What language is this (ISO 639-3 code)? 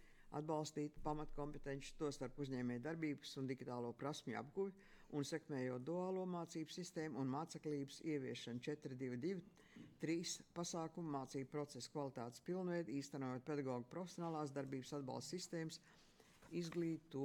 lav